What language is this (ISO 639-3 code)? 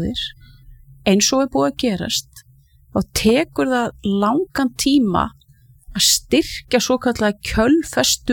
isl